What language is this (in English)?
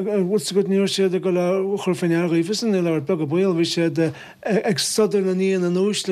Irish